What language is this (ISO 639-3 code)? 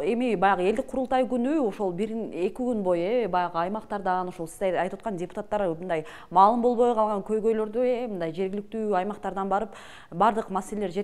kir